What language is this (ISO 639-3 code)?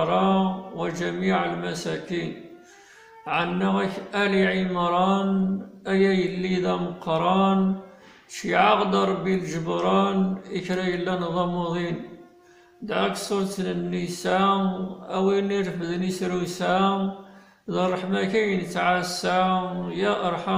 kab